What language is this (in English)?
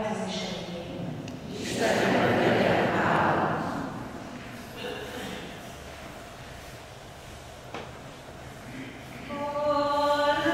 Hungarian